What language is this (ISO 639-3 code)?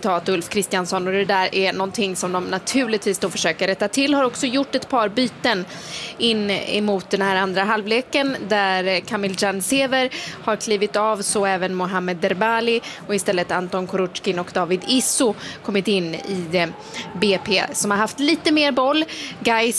swe